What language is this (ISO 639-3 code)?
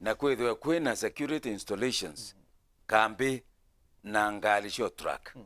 mer